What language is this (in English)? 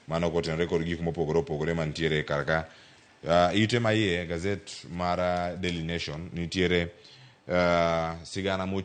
Luo (Kenya and Tanzania)